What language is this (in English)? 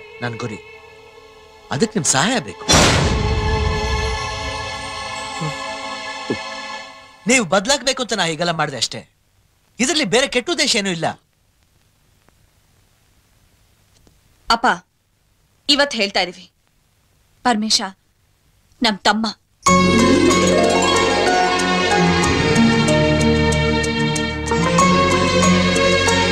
Kannada